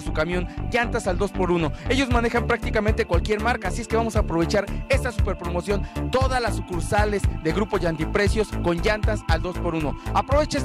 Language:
Spanish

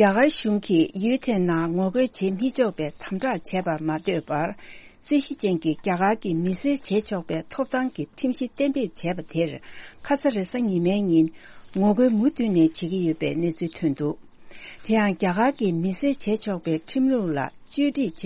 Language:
Tibetan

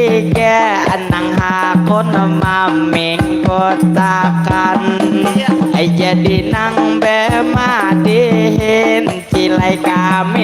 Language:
Banjar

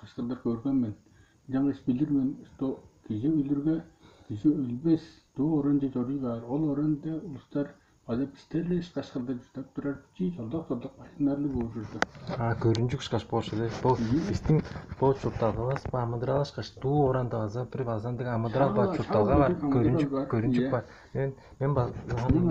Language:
Tuvinian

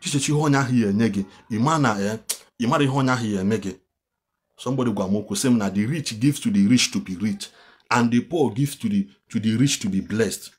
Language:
Igbo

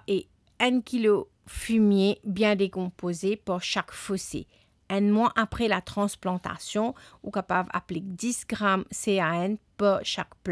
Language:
Morisyen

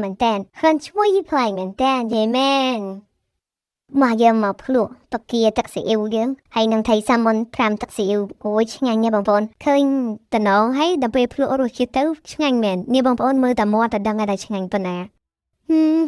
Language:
Khmer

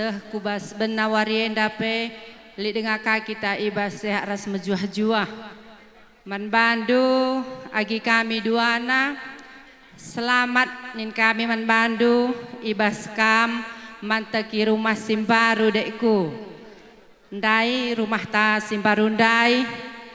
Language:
Batak Karo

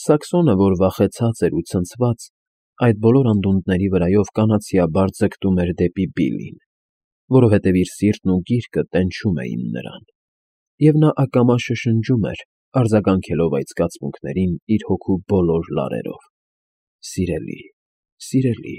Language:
Armenian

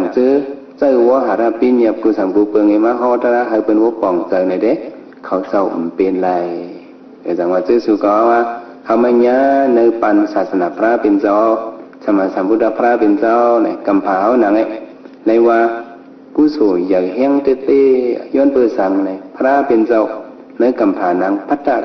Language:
Shan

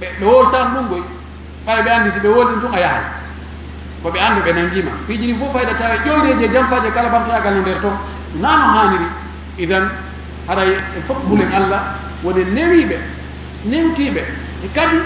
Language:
Pular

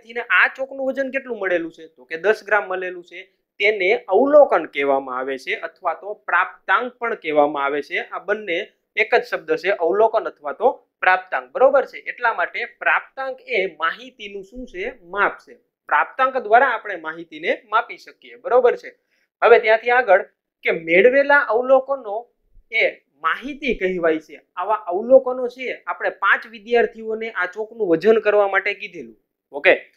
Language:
Gujarati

